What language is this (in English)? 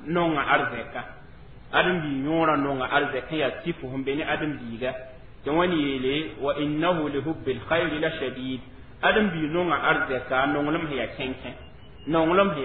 Mossi